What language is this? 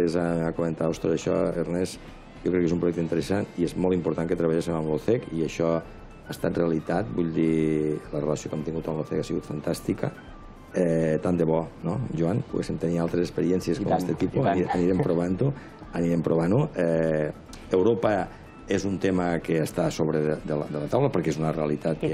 Catalan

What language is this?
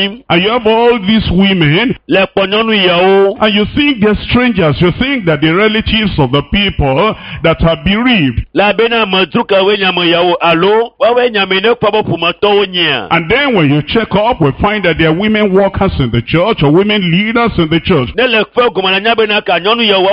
Ewe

